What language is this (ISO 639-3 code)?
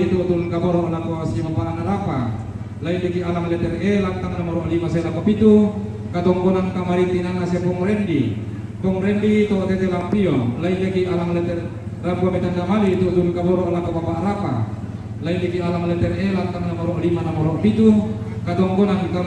sda